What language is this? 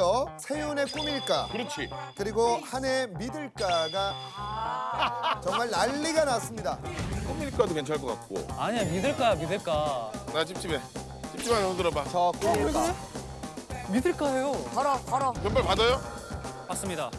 Korean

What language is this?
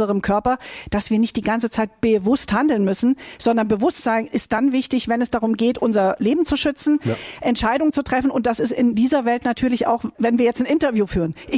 German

